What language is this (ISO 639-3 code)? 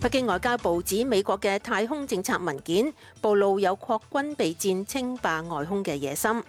yue